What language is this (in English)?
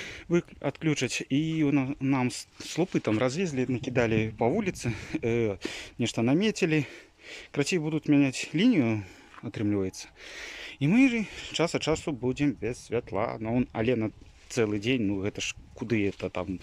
Belarusian